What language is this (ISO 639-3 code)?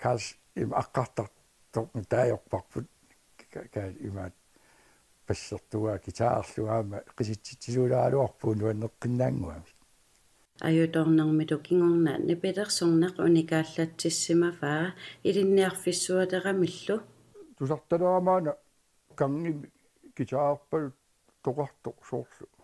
kal